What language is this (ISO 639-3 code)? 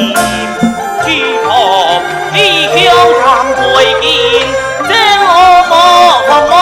cpx